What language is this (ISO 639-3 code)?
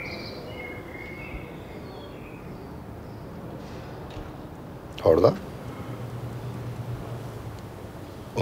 nor